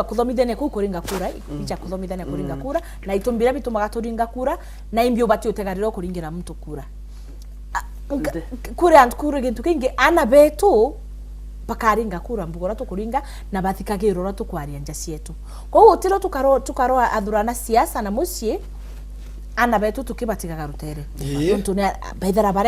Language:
Meru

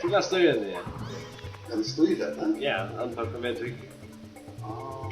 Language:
Faroese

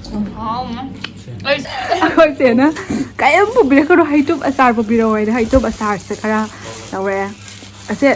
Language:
Manipuri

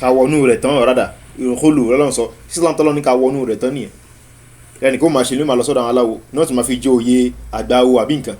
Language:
Yoruba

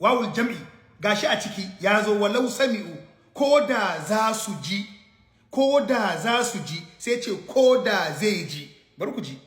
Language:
Hausa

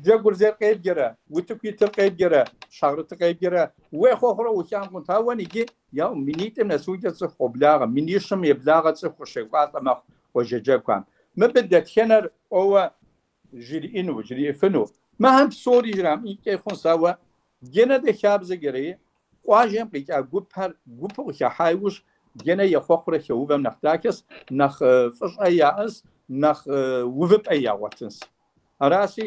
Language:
Kabardian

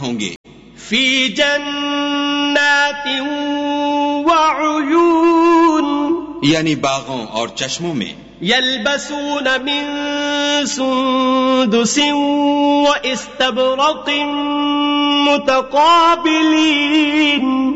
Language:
Urdu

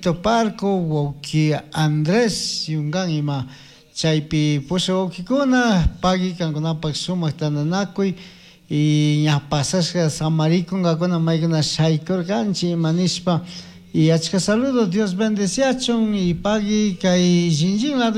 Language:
Chimborazo Highland Quichua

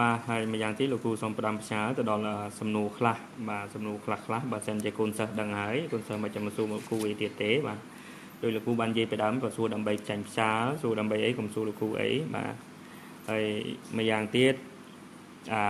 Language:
Khmer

